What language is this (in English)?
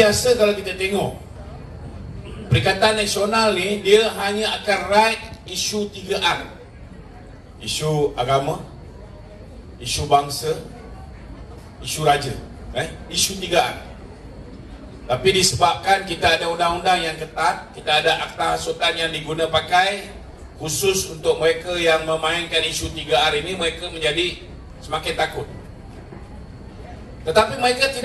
Malay